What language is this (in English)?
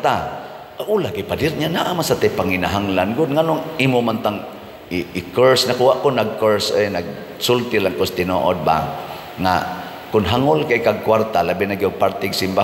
Cebuano